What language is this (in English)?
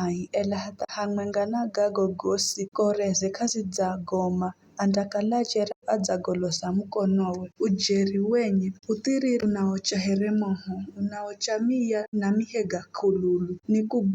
Giryama